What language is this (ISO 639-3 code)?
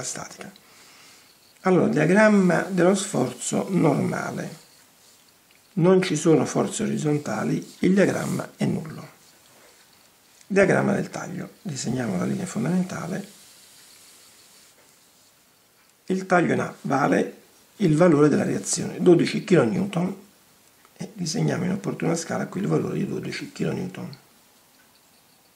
ita